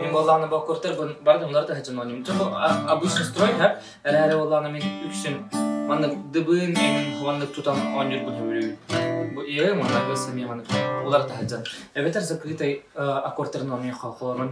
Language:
Yakut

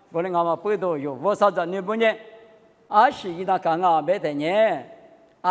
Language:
Lisu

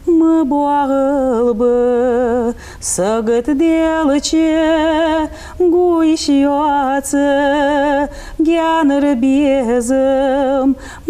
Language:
Ingush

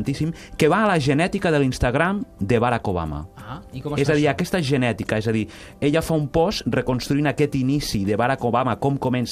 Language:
Catalan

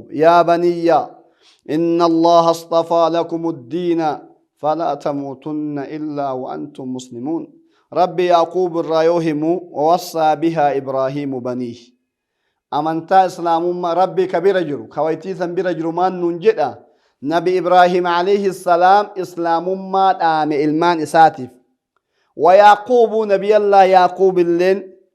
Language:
Oromo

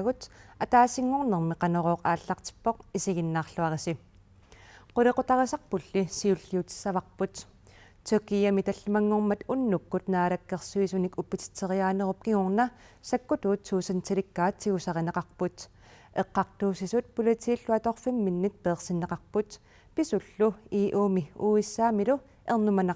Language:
Kalaallisut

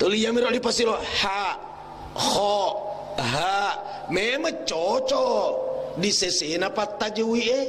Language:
Buginese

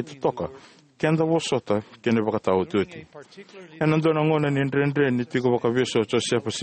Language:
Fijian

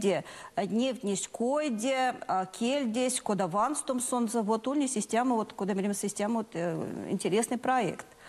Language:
Erzya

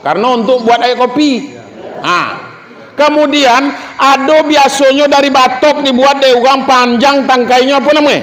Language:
Minangkabau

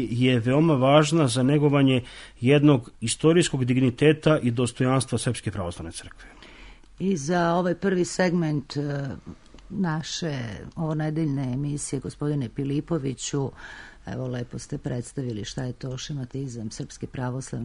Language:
Serbian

